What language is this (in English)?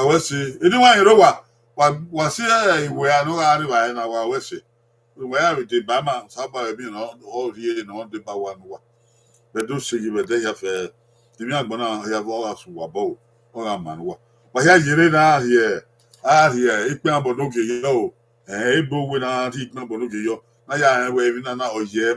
Bini